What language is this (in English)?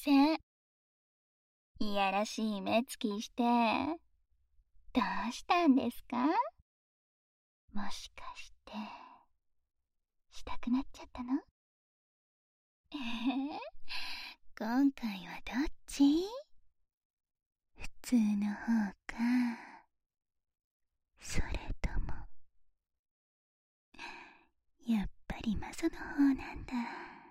Japanese